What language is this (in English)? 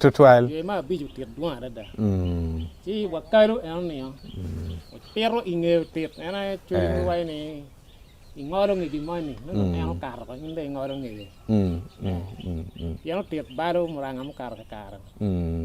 Acoli